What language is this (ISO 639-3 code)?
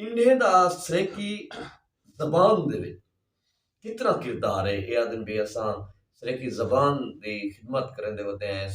skr